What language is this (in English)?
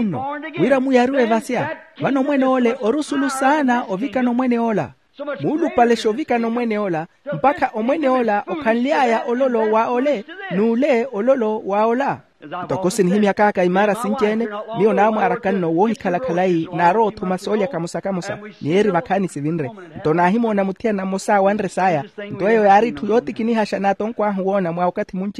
Makhuwa